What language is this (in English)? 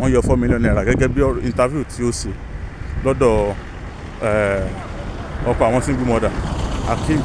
Yoruba